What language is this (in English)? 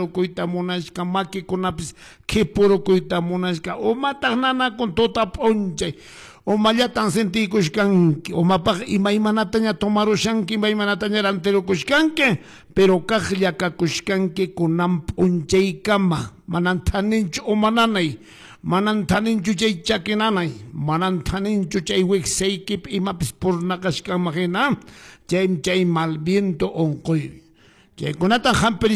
Quechua